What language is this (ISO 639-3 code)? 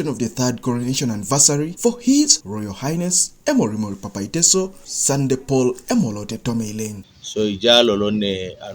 teo